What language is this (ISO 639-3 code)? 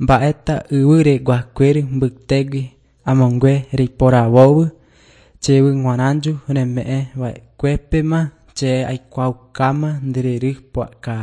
grn